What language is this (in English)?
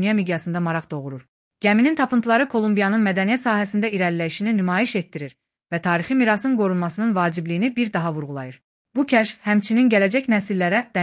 Azerbaijani